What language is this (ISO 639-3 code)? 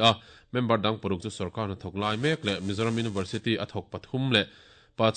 lus